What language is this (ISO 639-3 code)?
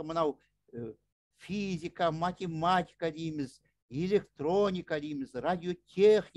kaz